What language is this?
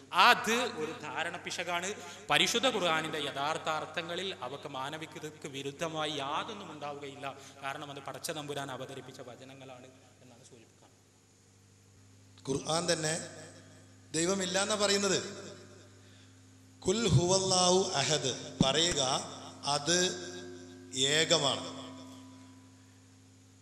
Malayalam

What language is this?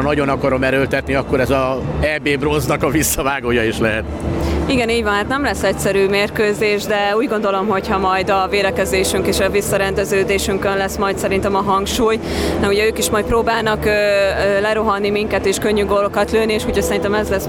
Hungarian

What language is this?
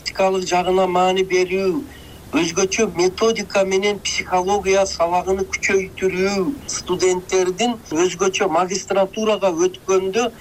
Kyrgyz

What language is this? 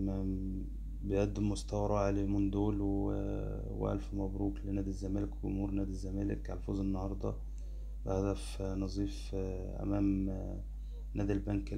Egyptian Arabic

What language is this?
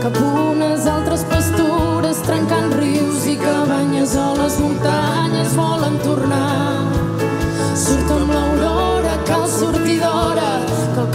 Catalan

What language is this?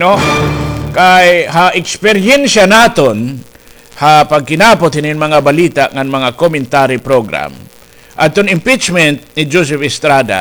Waray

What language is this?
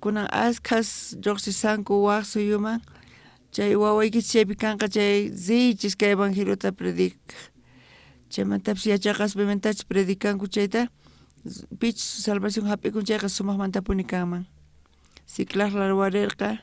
South Bolivian Quechua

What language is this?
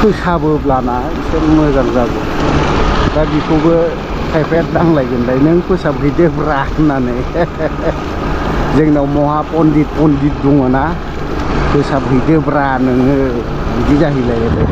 Bodo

